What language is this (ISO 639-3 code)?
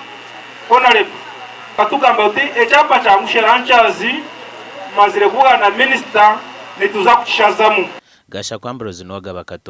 nyn